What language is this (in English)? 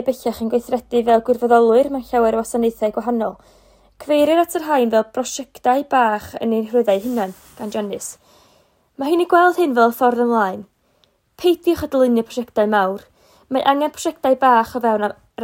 Welsh